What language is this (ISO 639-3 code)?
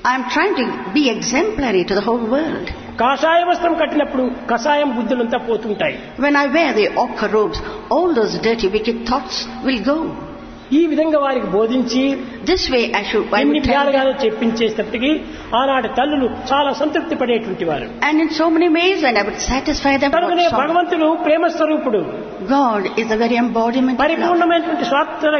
tel